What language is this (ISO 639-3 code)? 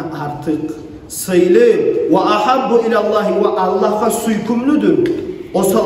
kum